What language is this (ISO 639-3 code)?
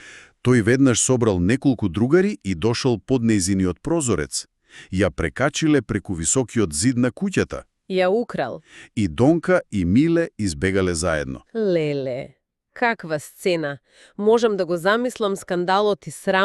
mkd